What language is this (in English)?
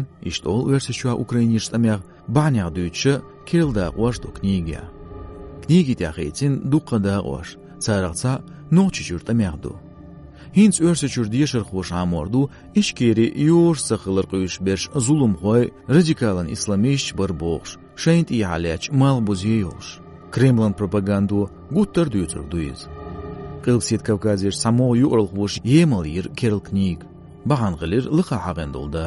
Chechen